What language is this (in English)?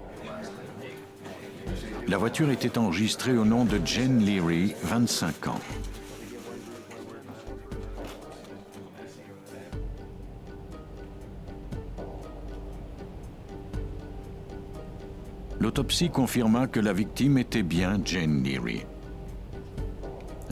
French